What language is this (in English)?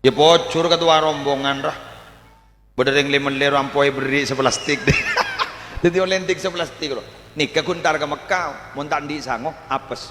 Madurese